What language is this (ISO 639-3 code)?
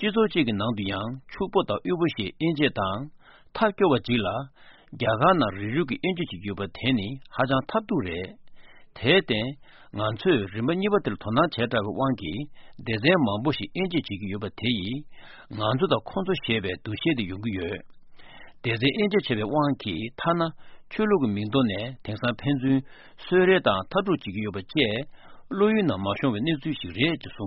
bod